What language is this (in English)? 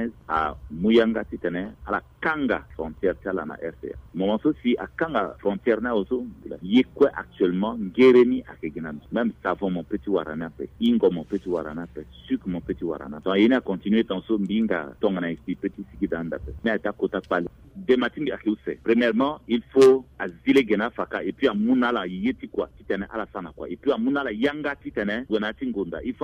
Sango